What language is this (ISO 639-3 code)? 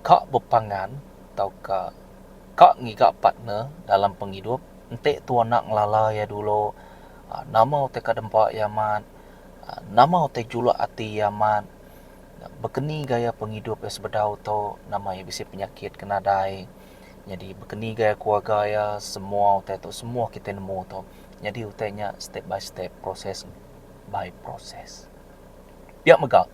iba